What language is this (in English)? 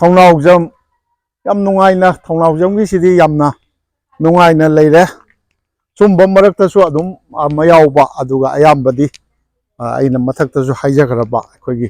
Manipuri